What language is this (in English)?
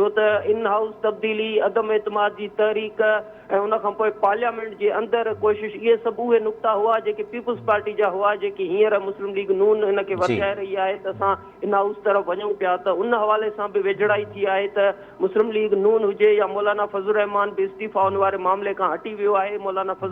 Sindhi